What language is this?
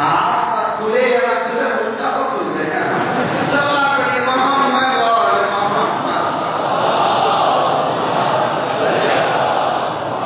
Urdu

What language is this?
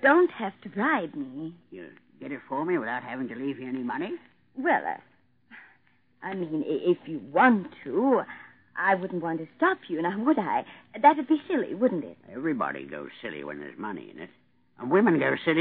English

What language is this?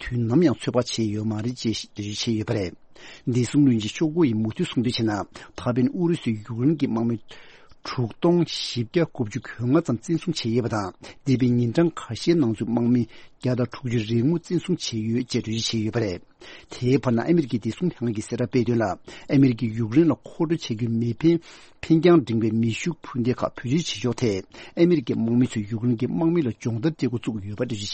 Tibetan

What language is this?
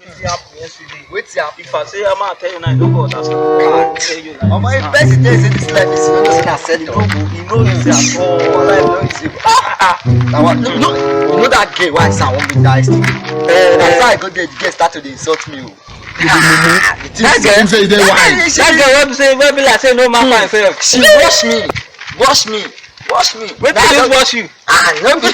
Nigerian Pidgin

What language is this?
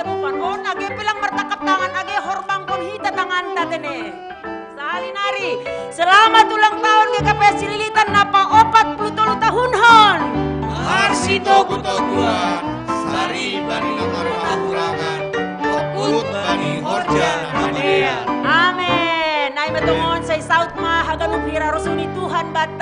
Batak Simalungun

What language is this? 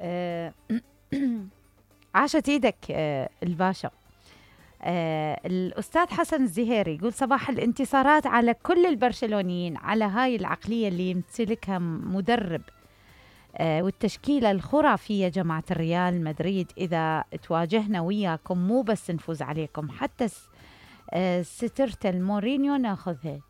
Mesopotamian Arabic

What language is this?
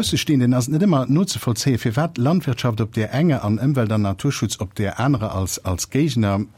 Luxembourgish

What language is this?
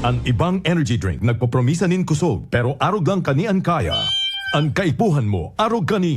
Bikol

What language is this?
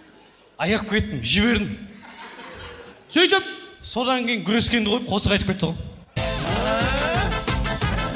Kazakh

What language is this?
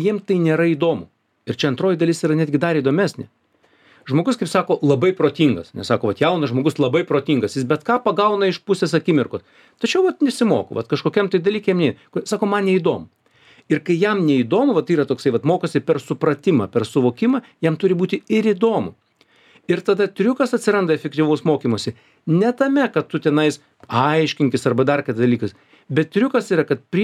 Lithuanian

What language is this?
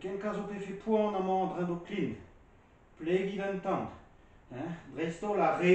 Breton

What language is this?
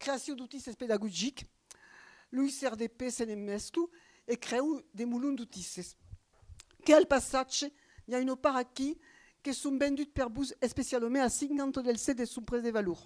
Occitan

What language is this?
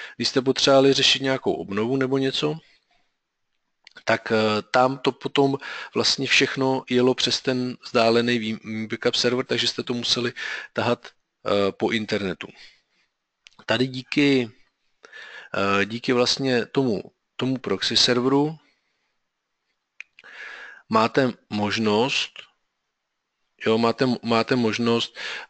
Czech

